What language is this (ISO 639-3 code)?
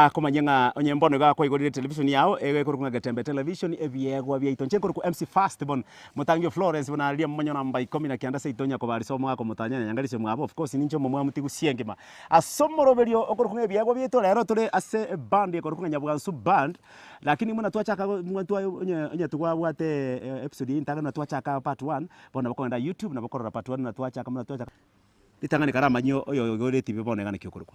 guz